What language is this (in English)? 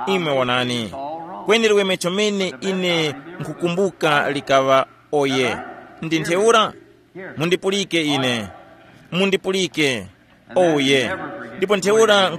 Tumbuka